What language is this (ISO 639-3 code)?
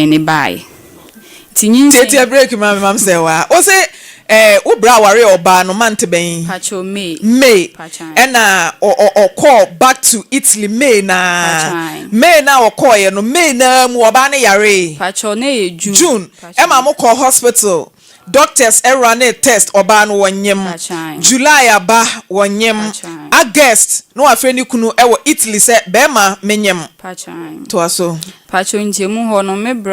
aka